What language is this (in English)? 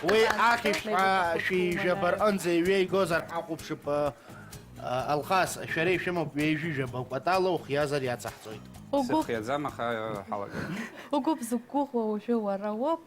Abkhazian